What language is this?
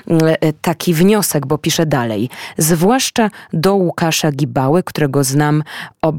Polish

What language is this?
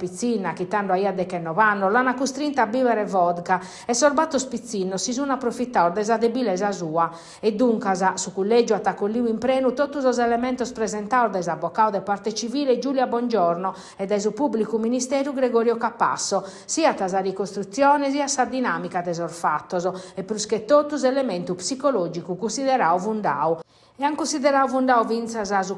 Sardinian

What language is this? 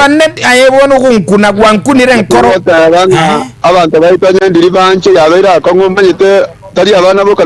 Gusii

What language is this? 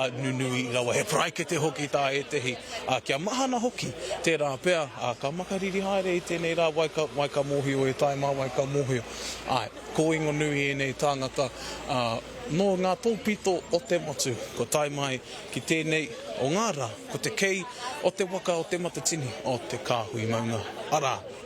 Māori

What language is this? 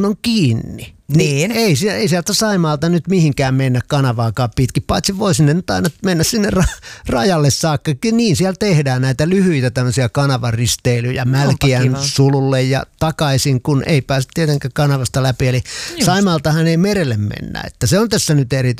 Finnish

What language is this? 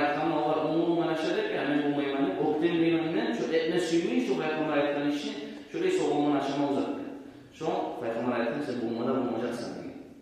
Kumyk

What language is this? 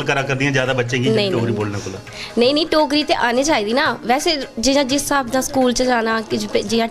Dogri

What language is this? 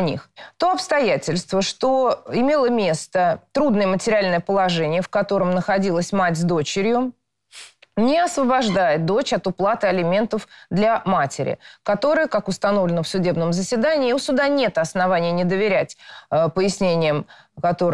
Russian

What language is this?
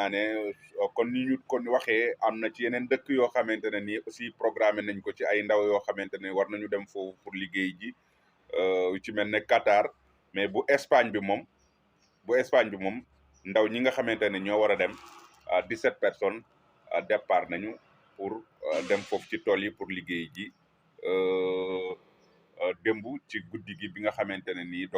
Wolof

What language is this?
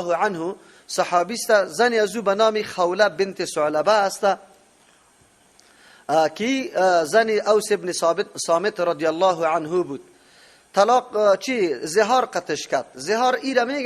Persian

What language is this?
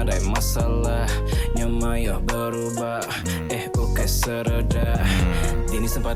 Iban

